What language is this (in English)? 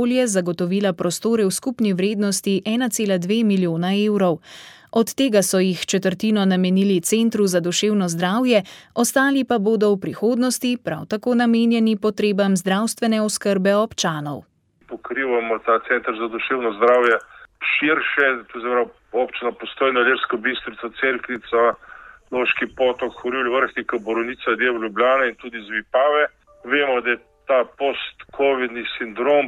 Slovenian